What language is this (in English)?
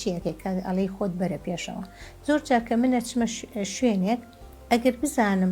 Central Kurdish